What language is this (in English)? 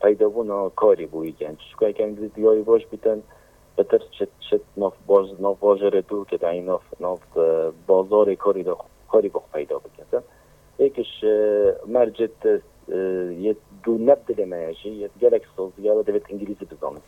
Kurdish